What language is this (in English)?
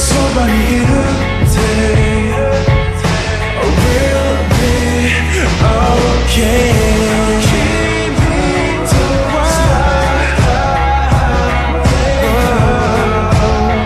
Japanese